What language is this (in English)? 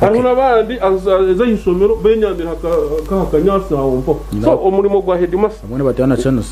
Nyankole